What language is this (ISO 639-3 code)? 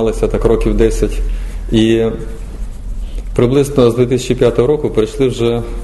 ukr